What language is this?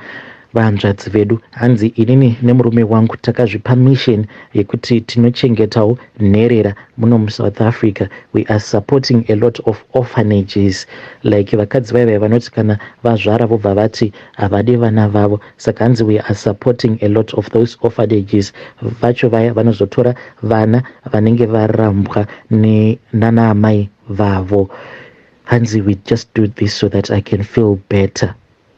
Shona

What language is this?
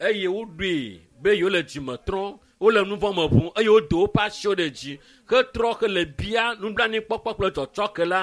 Ewe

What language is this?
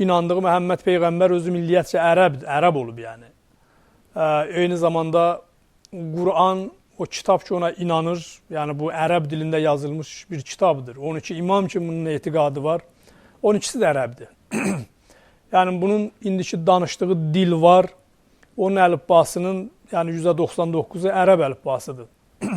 Azerbaijani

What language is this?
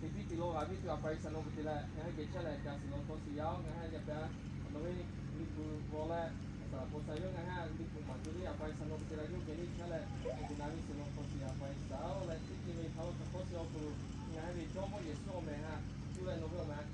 Lahu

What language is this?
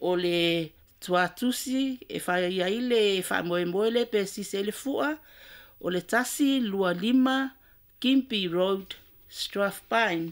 Samoan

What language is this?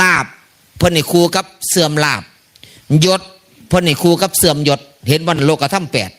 Northeastern Thai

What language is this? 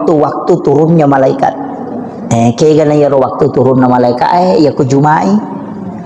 Buginese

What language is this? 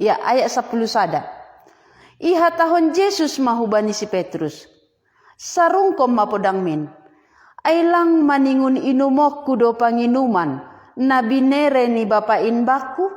Batak Simalungun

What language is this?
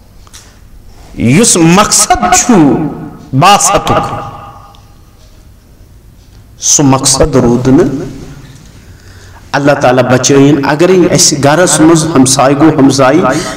Kashmiri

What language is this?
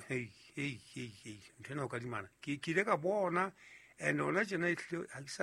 Southern Sotho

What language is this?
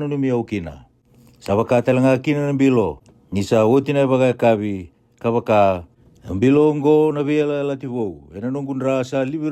Fijian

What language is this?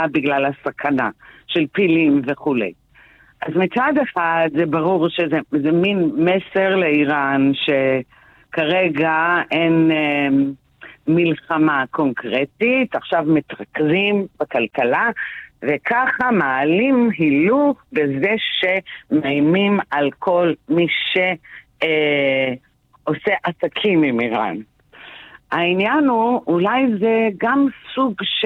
Hebrew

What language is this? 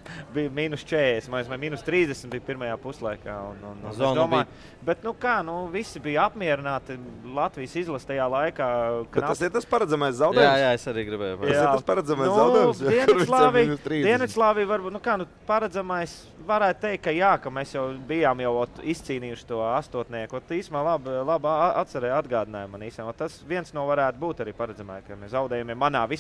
Latvian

